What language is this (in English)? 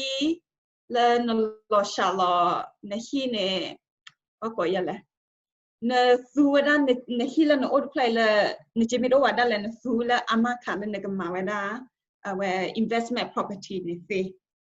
S'gaw Karen